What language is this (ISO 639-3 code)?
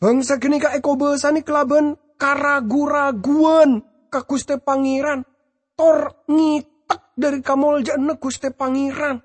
mad